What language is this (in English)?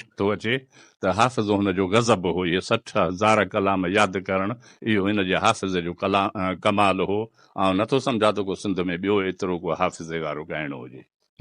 Sindhi